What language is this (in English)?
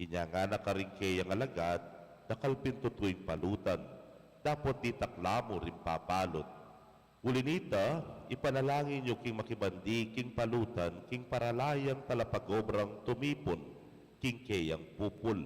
Pampanga